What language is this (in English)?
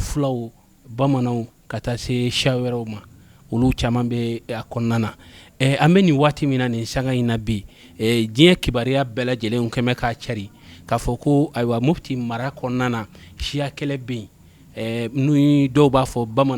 Bambara